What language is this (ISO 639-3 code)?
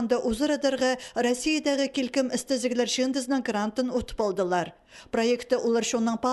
kjh